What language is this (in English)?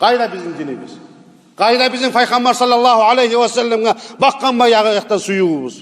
Kumyk